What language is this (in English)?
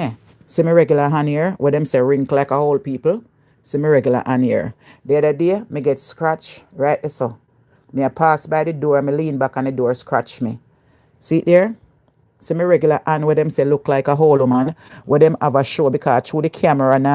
Jamaican Creole English